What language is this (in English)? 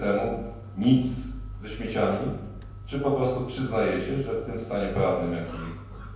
Polish